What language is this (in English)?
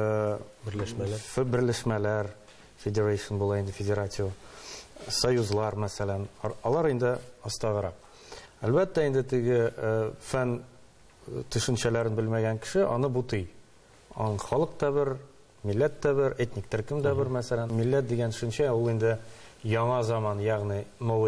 Tatar